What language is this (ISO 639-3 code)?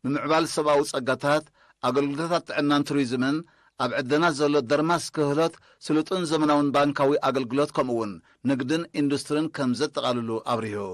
tir